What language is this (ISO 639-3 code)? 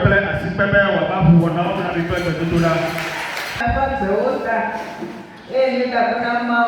ewe